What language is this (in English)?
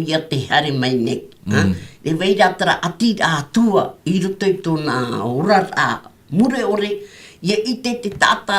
Tahitian